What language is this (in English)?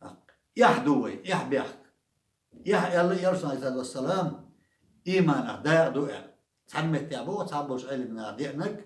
Chechen